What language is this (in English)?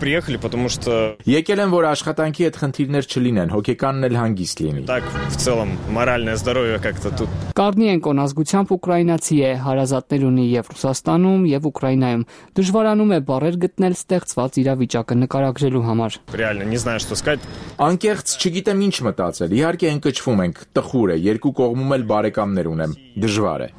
Armenian